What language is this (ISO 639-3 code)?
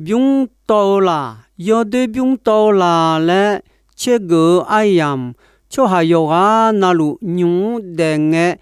ahk